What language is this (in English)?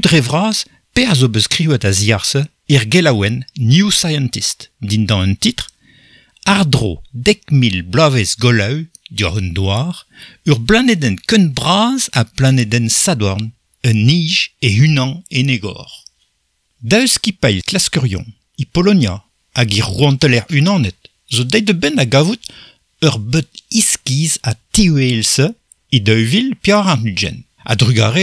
Breton